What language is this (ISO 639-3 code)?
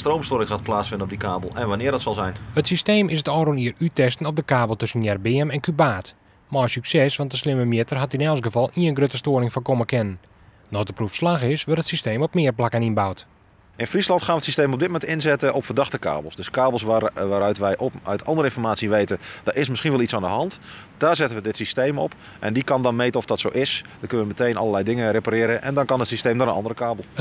fry